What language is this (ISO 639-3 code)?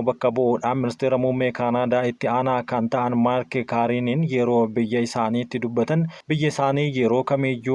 orm